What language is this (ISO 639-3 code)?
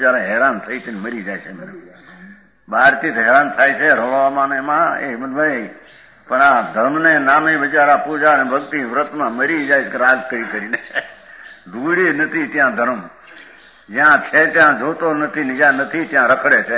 guj